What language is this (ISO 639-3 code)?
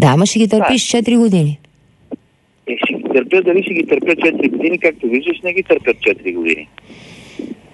bul